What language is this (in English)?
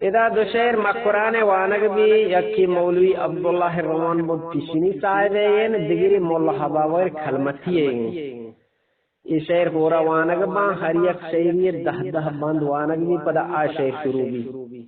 Eastern Balochi